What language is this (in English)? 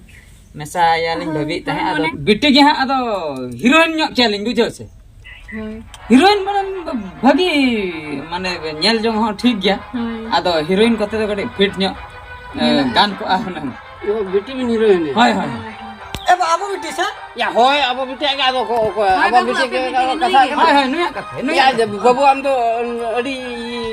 Santali